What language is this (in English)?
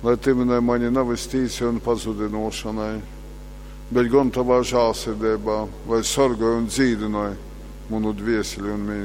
Latgalian